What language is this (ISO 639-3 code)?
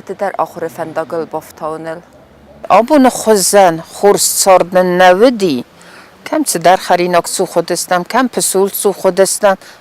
oss